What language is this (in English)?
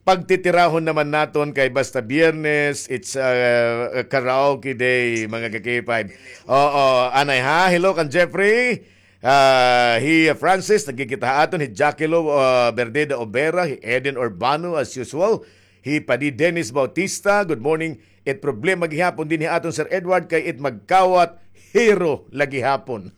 Waray